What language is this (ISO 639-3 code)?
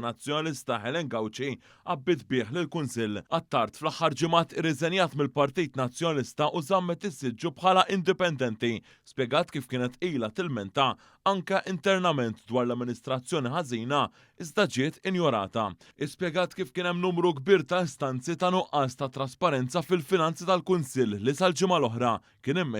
mlt